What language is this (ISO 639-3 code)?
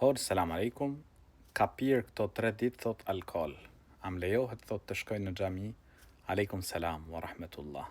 sqi